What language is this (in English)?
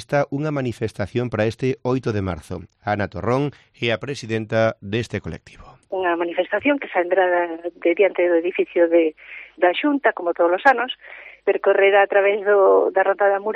Galician